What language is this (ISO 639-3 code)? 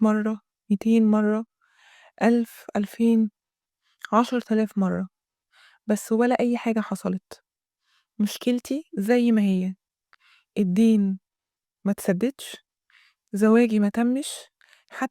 arz